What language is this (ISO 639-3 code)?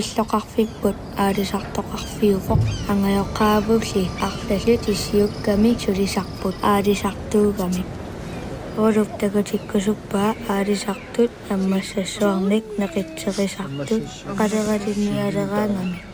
kal